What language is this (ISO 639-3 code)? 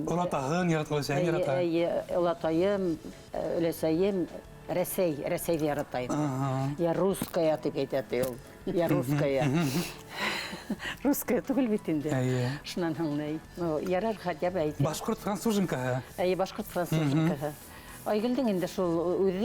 bak